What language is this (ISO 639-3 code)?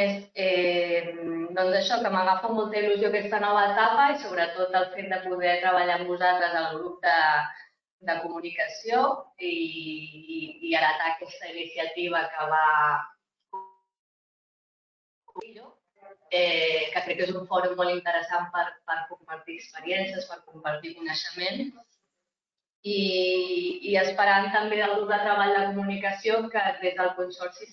cat